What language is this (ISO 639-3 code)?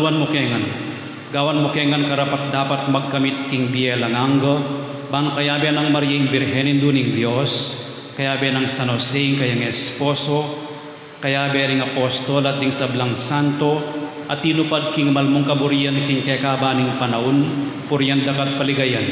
pam